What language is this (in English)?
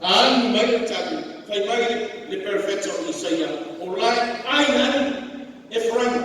Samoan